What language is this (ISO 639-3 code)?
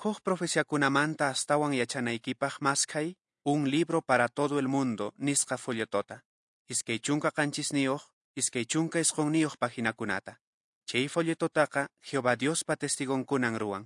que